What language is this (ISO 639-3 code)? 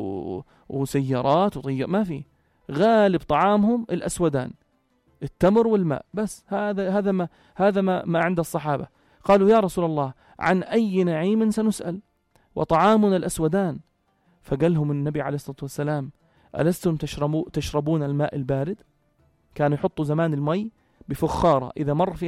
apc